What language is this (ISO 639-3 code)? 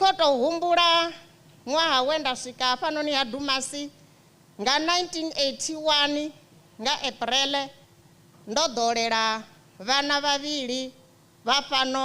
ven